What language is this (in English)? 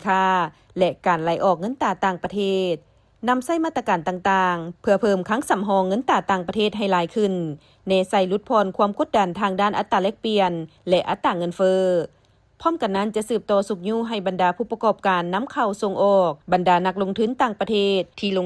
Lao